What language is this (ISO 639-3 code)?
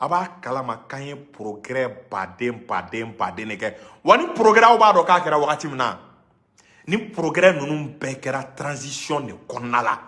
bam